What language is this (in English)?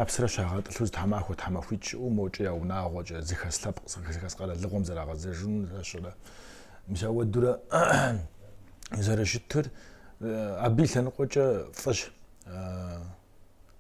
Kabardian